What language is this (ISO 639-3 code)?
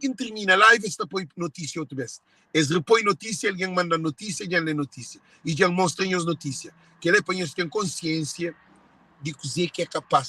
kea